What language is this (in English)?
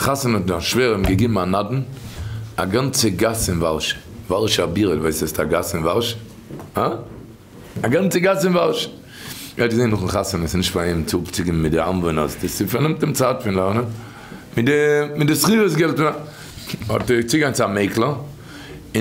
Yiddish